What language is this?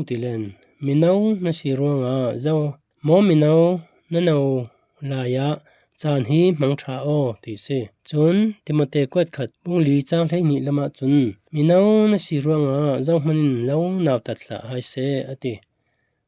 Falam Chin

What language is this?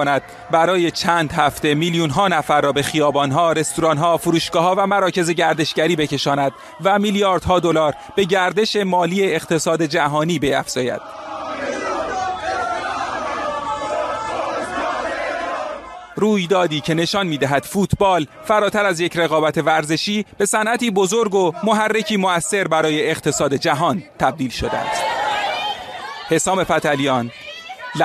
Persian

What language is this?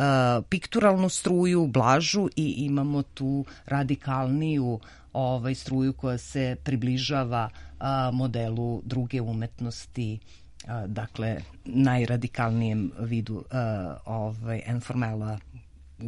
Serbian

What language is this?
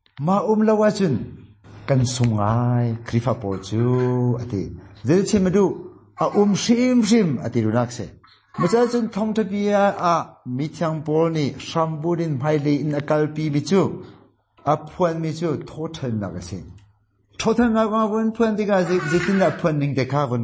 Hakha Chin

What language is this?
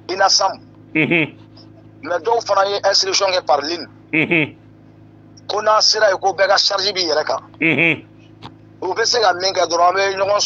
Bambara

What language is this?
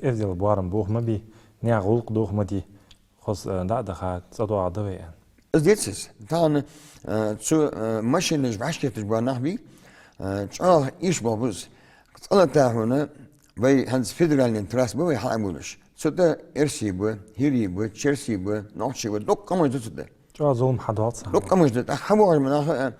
Ingush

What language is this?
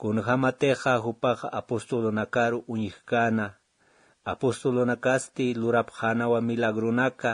Aymara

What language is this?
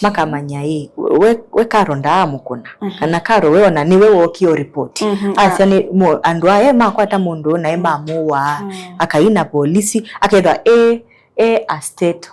Kamba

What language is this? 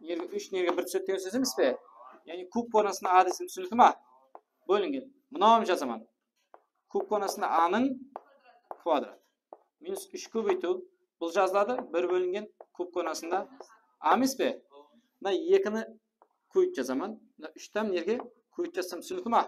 Kara-Kalpak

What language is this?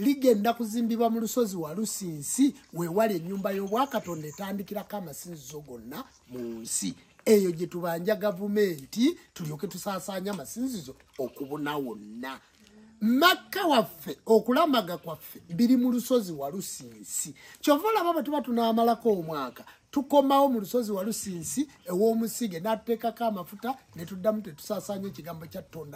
Ganda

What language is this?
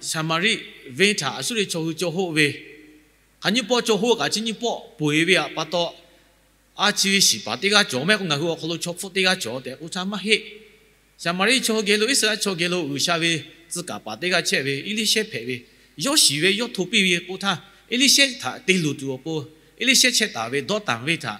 Lahu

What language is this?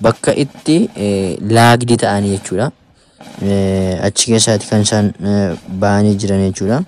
Oromo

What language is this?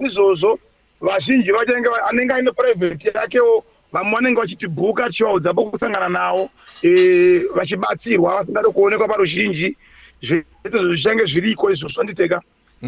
Shona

